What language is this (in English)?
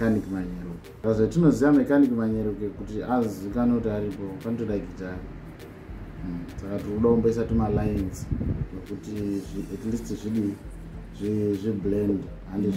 Shona